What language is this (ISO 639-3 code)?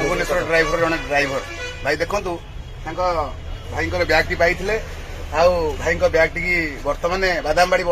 ori